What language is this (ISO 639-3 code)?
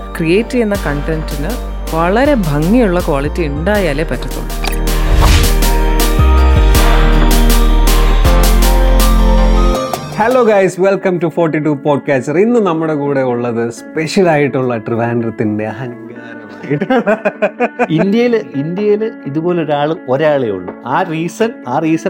mal